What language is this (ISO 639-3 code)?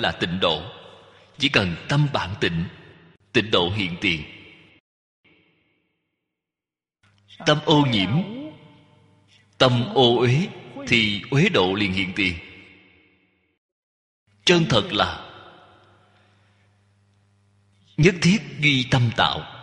vie